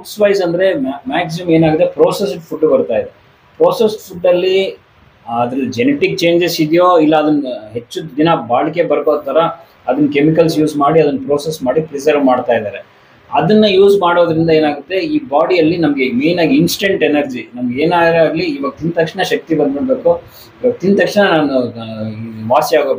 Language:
Kannada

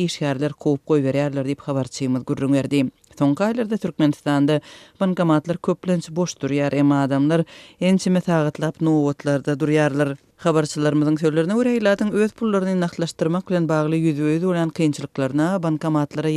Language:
Turkmen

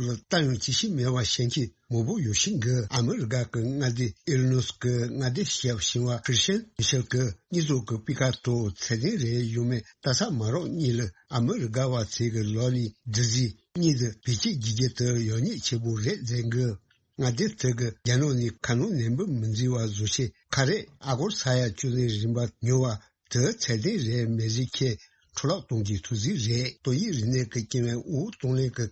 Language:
Tibetan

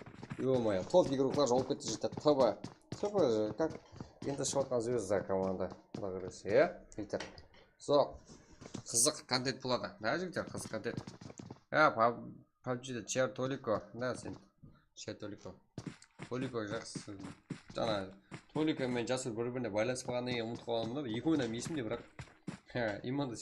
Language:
Kara-Kalpak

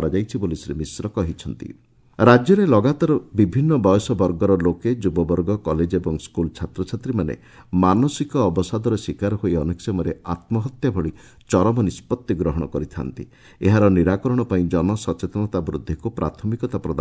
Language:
Odia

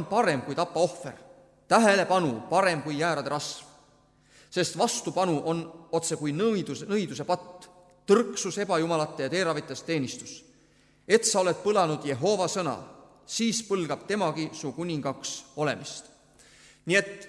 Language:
Estonian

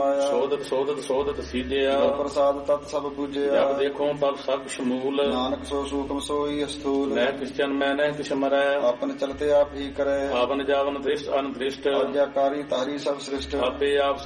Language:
Punjabi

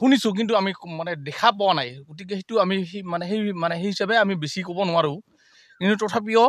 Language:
Assamese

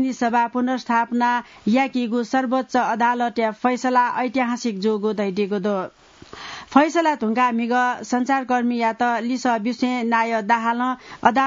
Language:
Newari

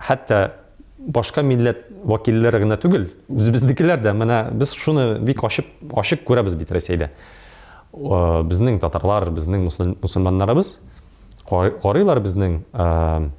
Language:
Tatar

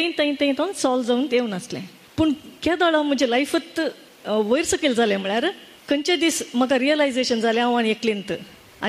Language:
Konkani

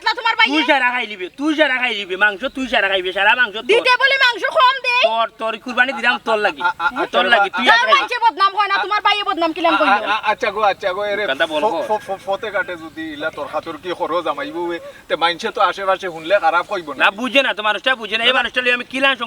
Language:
Sylheti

